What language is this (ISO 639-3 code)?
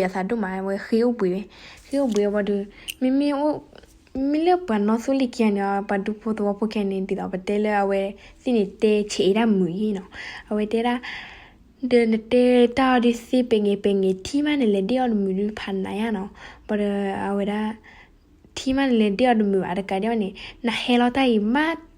ksw